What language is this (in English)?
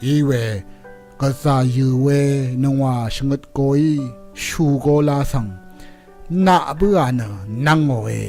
Rawang